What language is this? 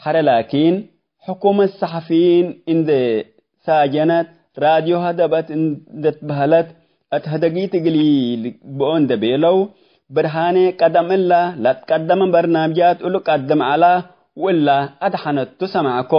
Tigre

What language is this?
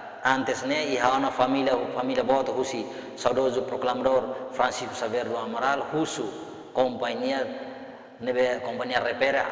Tetum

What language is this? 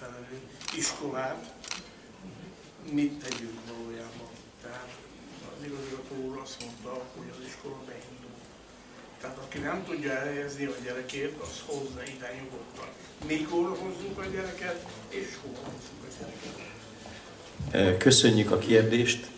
Hungarian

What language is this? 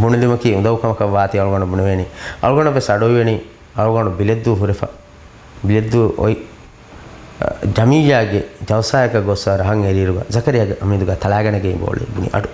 Divehi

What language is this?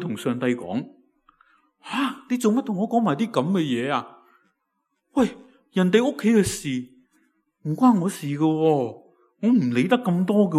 Cantonese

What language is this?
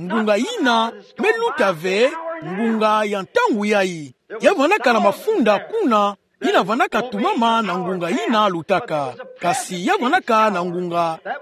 Kituba (Democratic Republic of Congo)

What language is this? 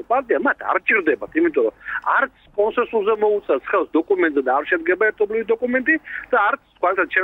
Georgian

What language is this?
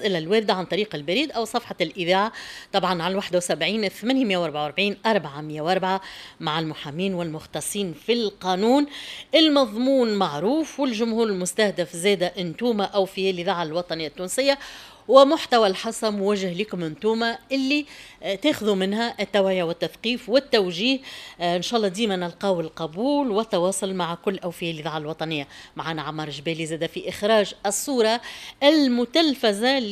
Tunisian Arabic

